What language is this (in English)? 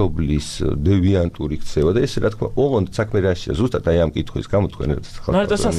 Georgian